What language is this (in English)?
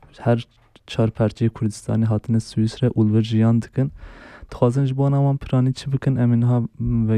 Kurdish